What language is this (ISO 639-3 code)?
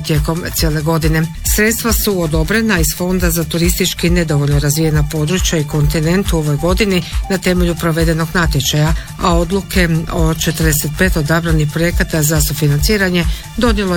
hrv